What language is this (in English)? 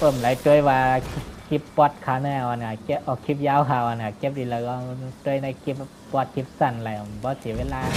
Shan